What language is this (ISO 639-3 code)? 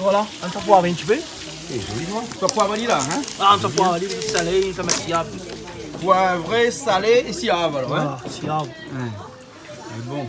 rcf